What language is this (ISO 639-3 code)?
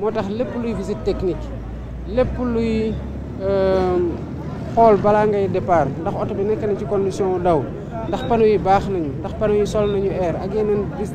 wol